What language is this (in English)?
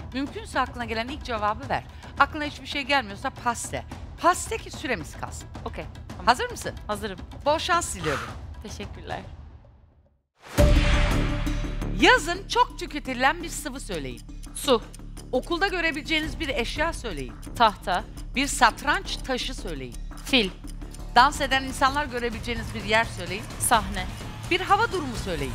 Turkish